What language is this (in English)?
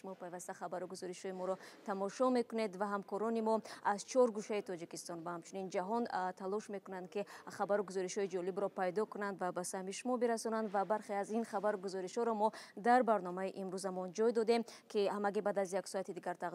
Tajik